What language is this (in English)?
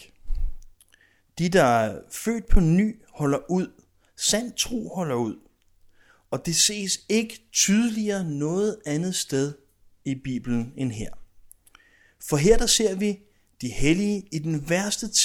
Danish